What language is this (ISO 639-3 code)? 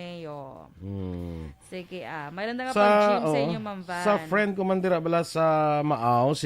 hil